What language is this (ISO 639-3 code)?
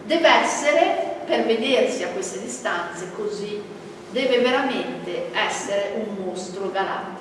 ita